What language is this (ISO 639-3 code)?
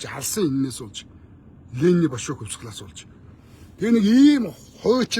mon